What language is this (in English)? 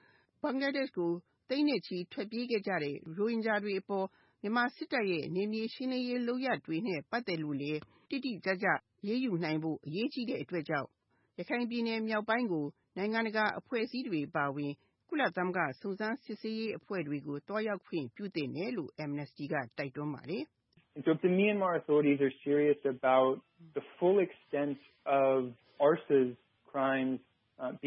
Burmese